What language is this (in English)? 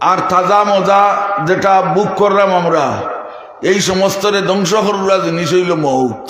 Sylheti